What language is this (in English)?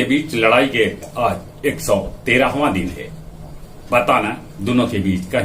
Magahi